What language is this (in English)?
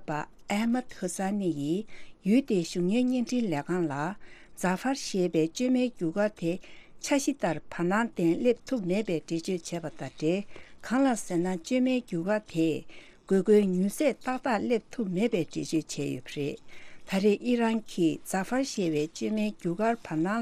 Tibetan